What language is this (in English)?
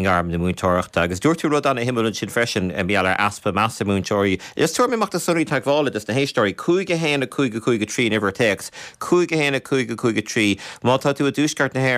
Irish